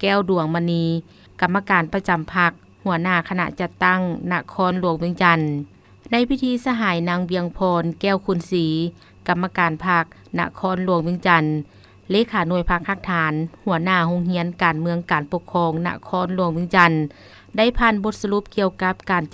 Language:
Lao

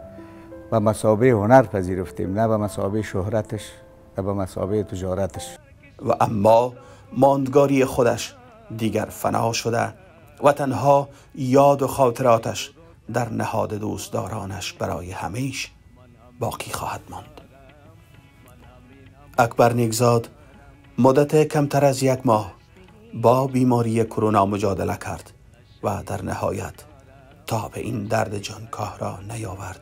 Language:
Persian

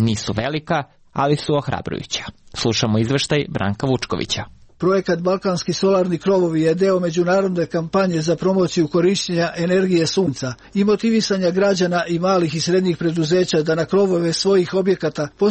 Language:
Serbian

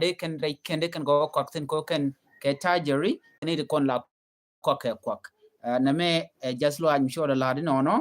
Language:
Nuer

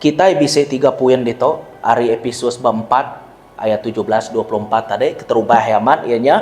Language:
Iban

